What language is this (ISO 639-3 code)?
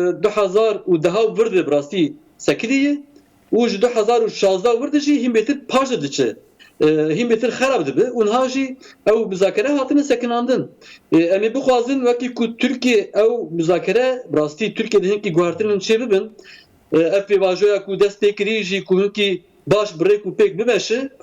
kur